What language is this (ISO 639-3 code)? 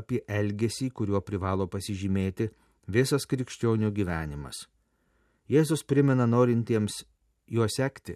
lit